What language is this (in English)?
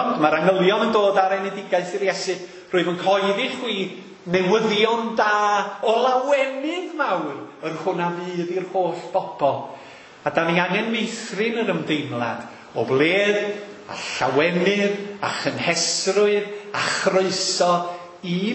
Welsh